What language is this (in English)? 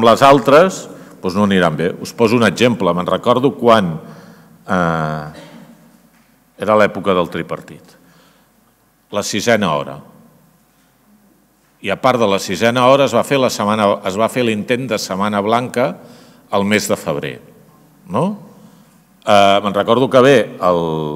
Catalan